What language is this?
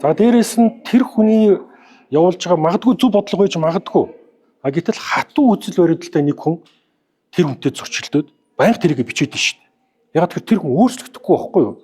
Mongolian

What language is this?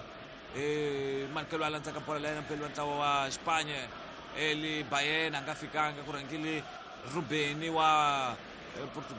Tsonga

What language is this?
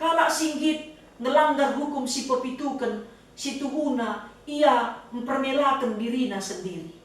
Batak Karo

